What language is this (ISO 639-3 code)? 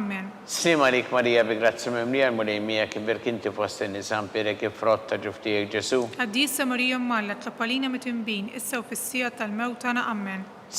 mlt